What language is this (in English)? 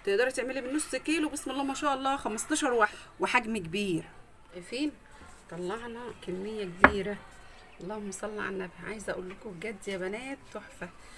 Egyptian Arabic